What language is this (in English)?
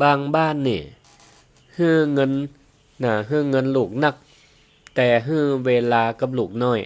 Northern Thai